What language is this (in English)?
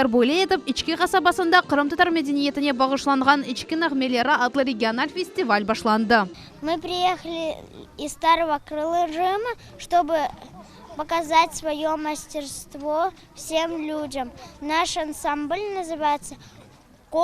Crimean Tatar